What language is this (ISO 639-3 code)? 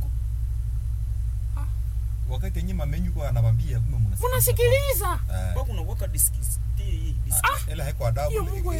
swa